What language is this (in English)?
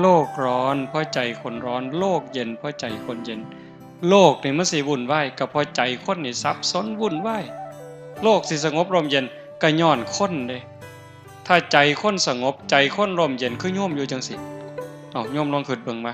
Northeastern Thai